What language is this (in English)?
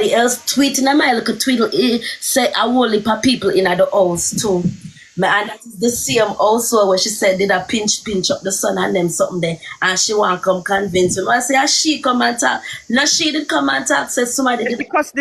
Jamaican Creole English